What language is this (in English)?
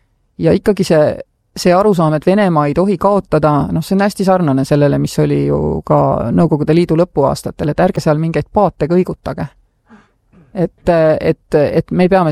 Estonian